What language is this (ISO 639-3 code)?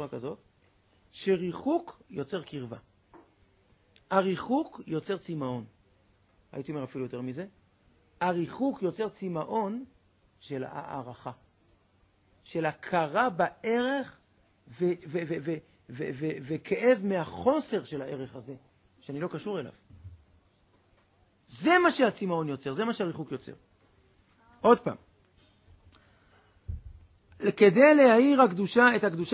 heb